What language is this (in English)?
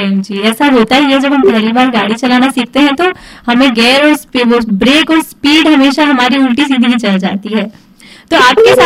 Hindi